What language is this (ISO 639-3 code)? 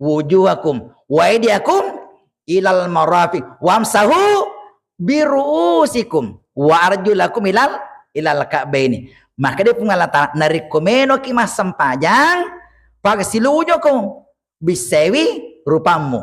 bug